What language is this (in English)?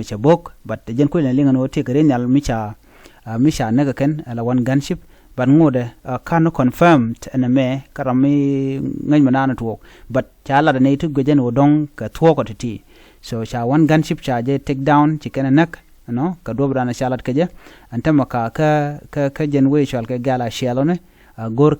Nuer